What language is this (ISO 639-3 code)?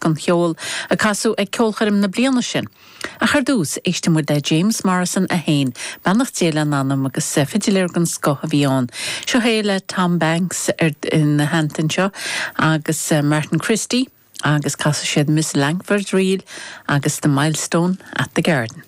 gle